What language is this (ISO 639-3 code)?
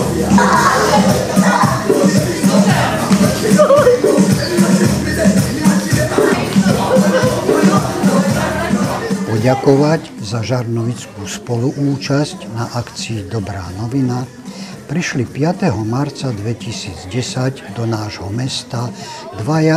slk